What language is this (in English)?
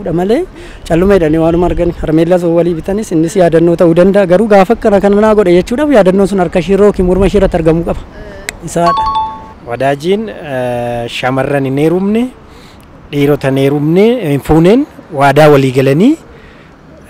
Oromo